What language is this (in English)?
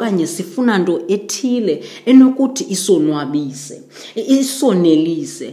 Xhosa